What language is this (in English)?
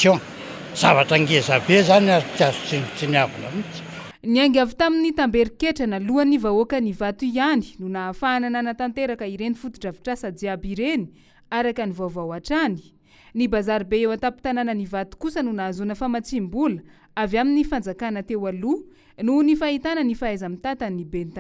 Malagasy